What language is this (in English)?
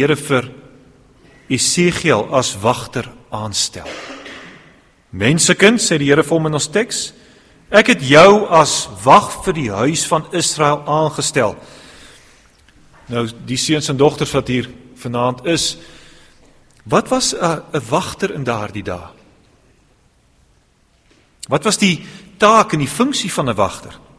Afrikaans